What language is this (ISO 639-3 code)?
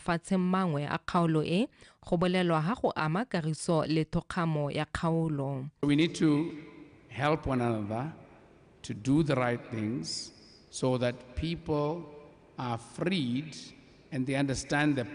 tsn